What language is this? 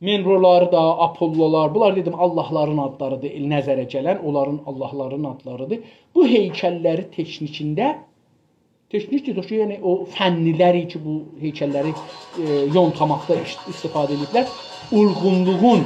South Azerbaijani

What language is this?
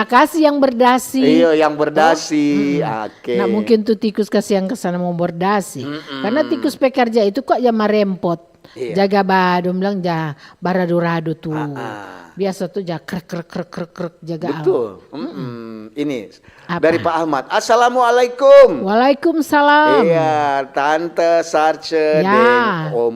Manado Malay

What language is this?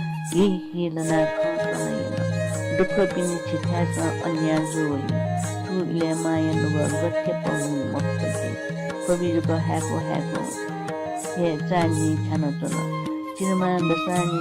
Newari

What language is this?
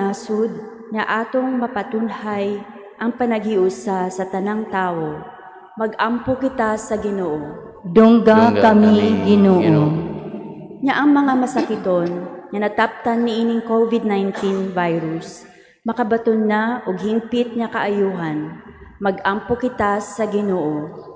Cebuano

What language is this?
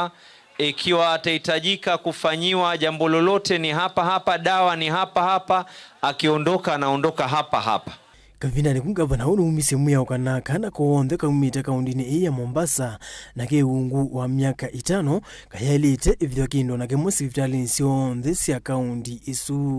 Kamba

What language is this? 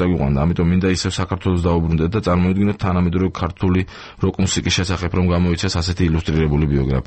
Georgian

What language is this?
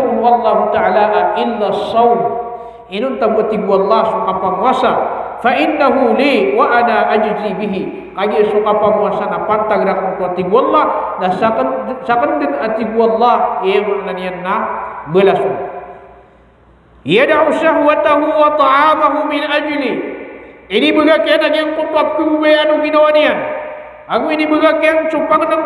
Maranao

